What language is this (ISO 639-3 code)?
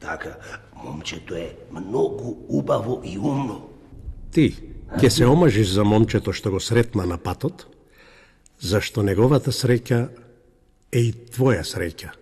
mkd